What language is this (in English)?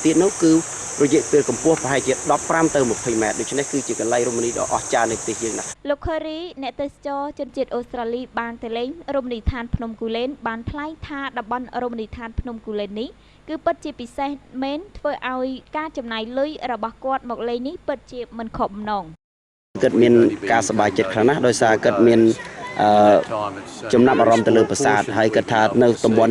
Khmer